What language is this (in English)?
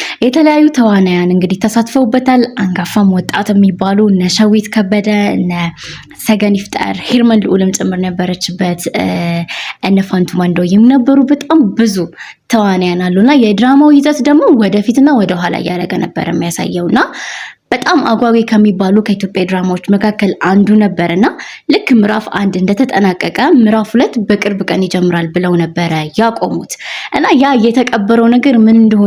Amharic